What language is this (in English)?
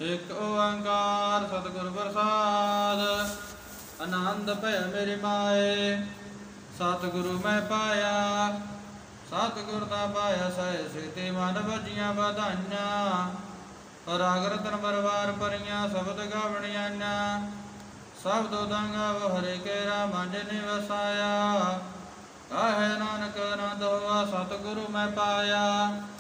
Punjabi